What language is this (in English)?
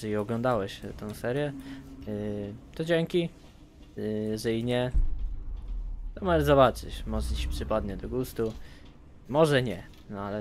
Polish